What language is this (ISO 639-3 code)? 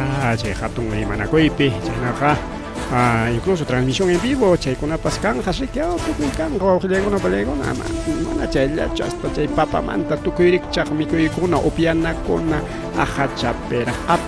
quy